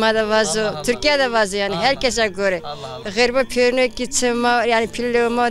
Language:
Zaza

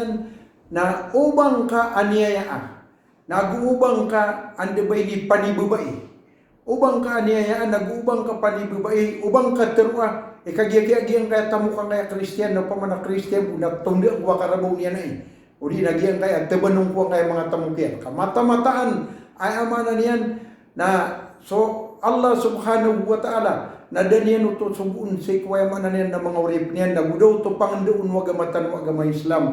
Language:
Maranao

